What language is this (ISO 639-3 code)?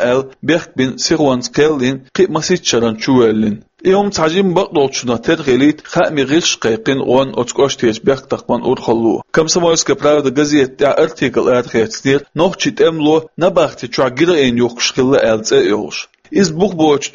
che